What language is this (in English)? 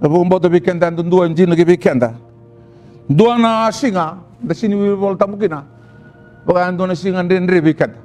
Fijian